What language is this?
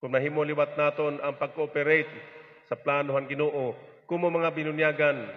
Waray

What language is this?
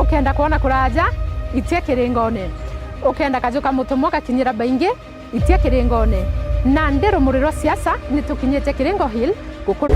Meru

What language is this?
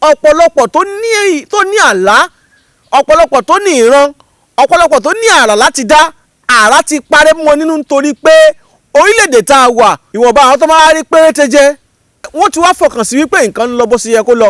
Yoruba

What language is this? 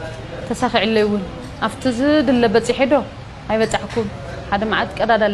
Tigrinya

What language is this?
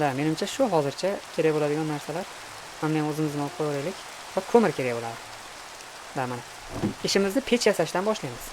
Uzbek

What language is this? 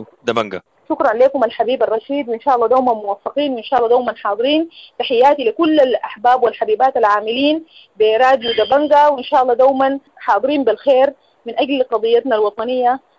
Sudanese Arabic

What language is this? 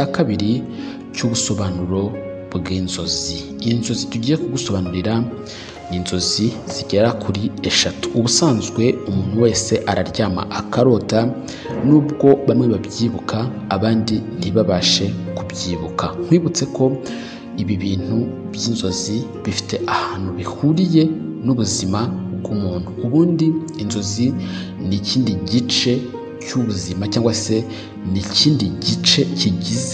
Kinyarwanda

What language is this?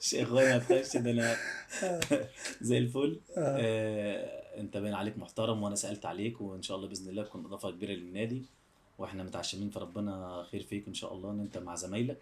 Egyptian Arabic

